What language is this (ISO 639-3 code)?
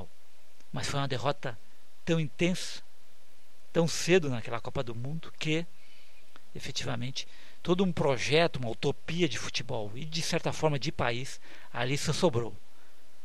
por